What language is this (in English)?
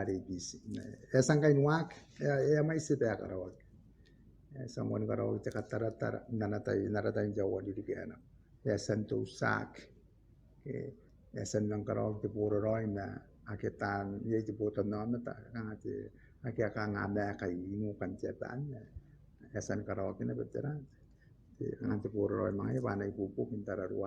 Gilbertese